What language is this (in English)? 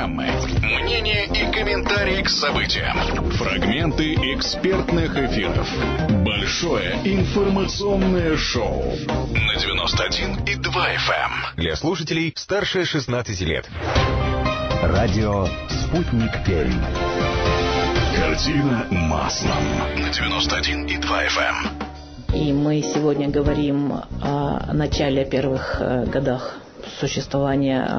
Russian